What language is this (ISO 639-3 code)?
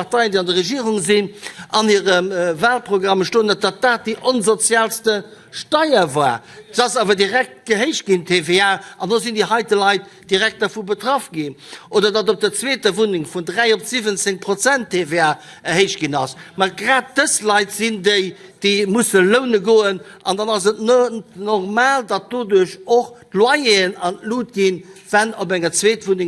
ltz